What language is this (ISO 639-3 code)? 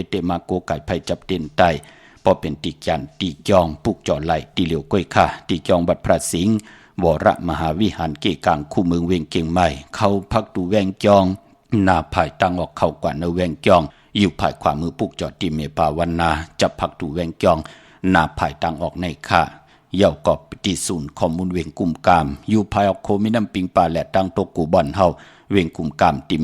shn